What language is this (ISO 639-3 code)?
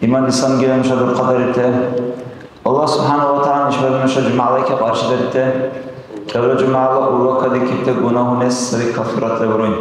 dar